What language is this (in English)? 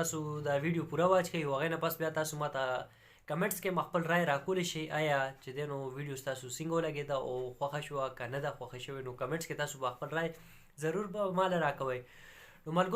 Pashto